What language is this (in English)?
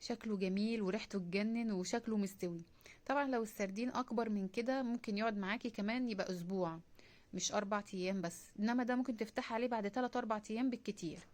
Egyptian Arabic